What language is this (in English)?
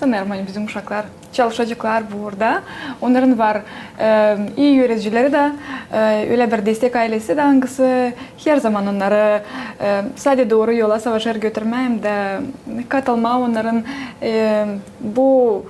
Gagauz